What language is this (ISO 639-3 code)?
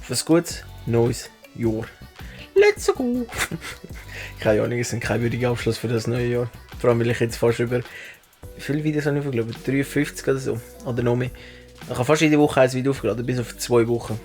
gsw